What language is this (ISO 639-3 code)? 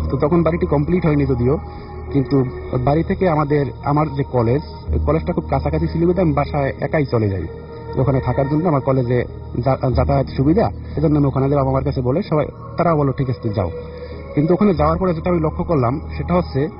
ben